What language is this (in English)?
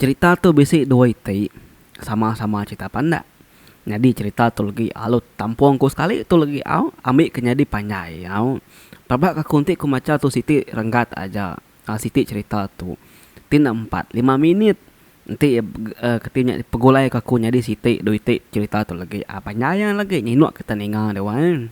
Iban